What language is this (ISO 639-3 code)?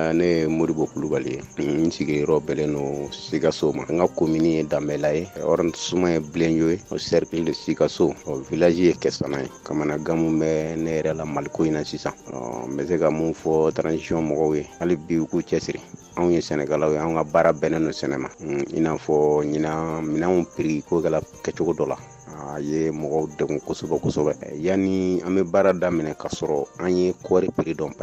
bam